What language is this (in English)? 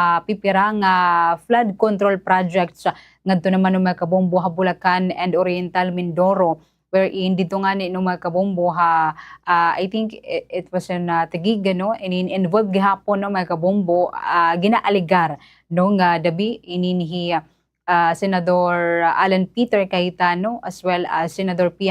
Waray